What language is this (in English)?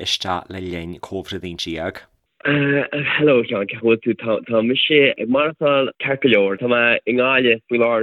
Irish